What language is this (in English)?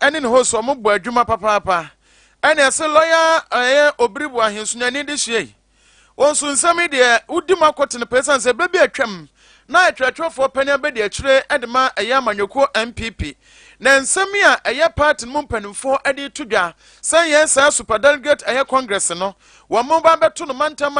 Akan